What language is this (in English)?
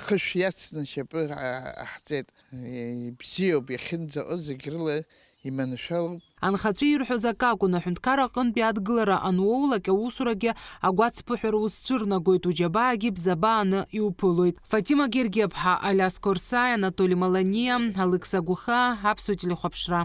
Abkhazian